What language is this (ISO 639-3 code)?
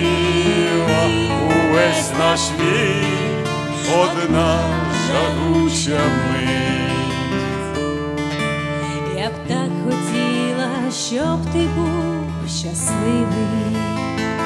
ukr